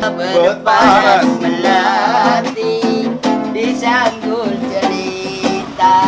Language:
Betawi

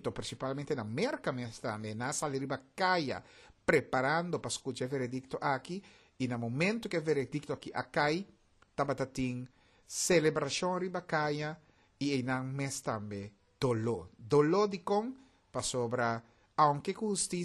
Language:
Papiamento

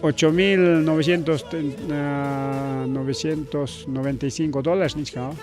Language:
Ayacucho Quechua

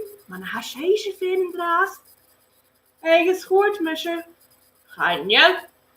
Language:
Scottish Gaelic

